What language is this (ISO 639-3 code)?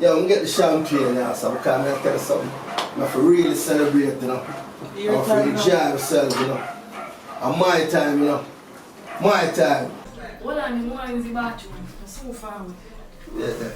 jam